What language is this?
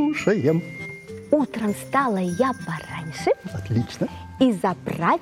Russian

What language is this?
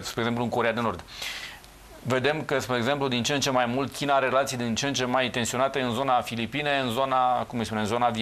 Romanian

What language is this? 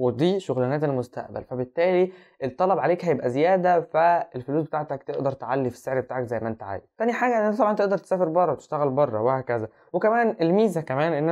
Egyptian Arabic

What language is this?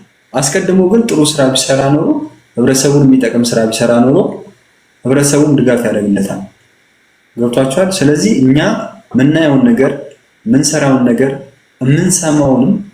Amharic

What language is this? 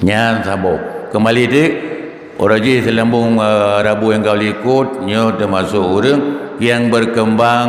Achinese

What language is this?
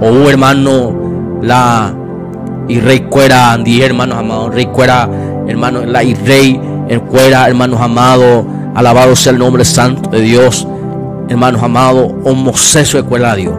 Guarani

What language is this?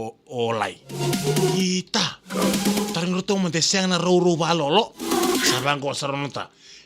Fijian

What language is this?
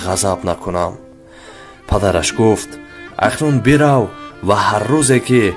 Tajik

